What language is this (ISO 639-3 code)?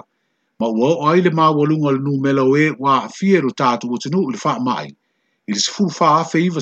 smo